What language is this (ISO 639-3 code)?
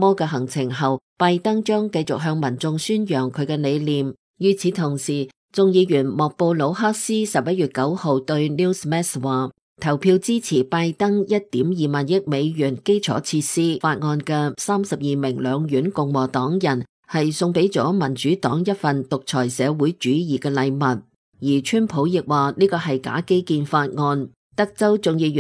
yue